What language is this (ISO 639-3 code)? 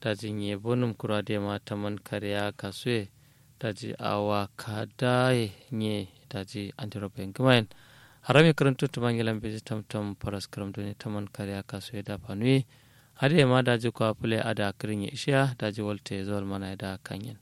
kau